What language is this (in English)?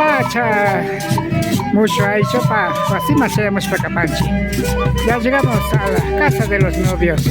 Imbabura Highland Quichua